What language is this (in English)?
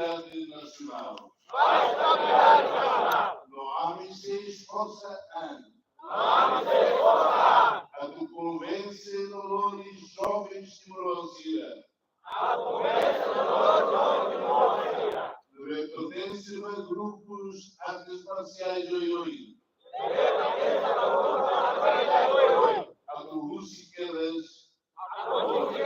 Tetum